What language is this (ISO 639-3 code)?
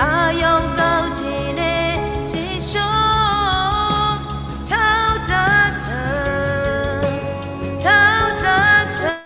ahk